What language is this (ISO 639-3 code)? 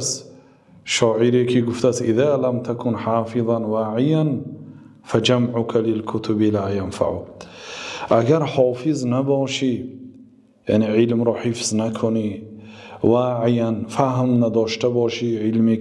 tgk